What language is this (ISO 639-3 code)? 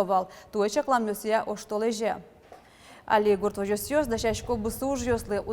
udm